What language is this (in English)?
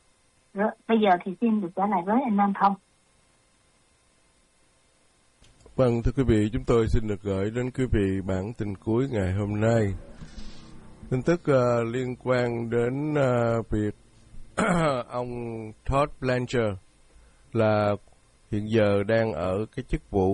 Vietnamese